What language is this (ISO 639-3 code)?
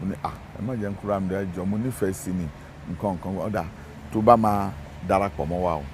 yor